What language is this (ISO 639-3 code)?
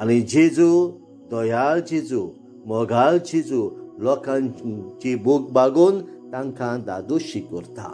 kok